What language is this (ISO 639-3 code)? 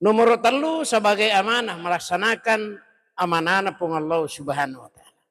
bug